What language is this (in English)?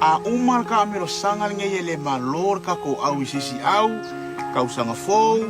Samoan